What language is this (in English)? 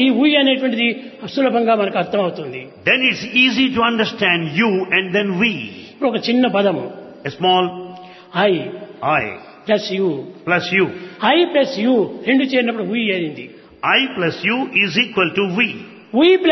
Telugu